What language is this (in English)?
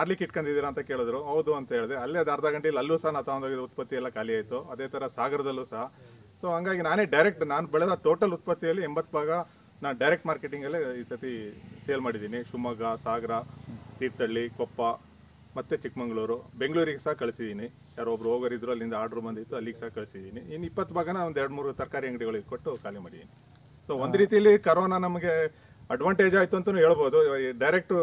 Kannada